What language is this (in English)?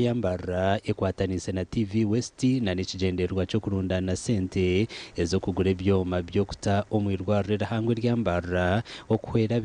Nyankole